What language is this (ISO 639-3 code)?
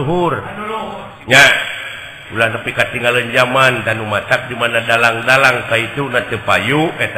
sun